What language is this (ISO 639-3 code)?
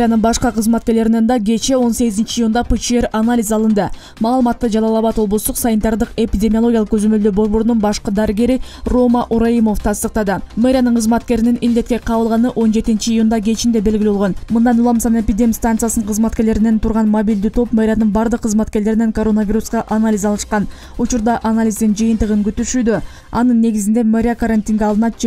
kir